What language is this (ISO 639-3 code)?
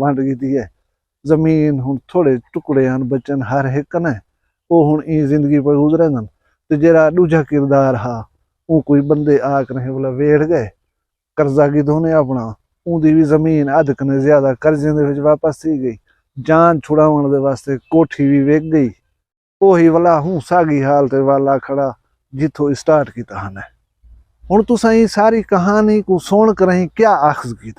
skr